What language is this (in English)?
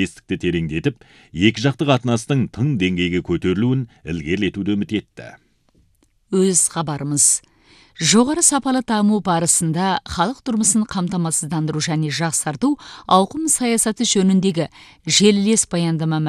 Kazakh